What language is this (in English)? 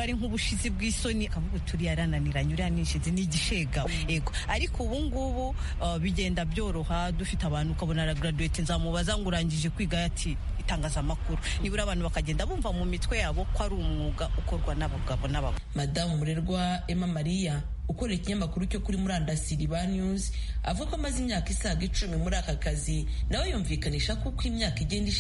Kinyarwanda